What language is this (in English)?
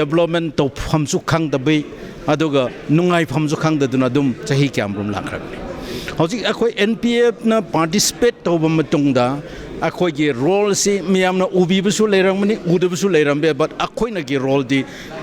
Manipuri